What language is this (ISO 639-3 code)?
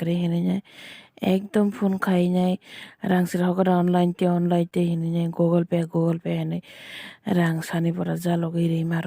trp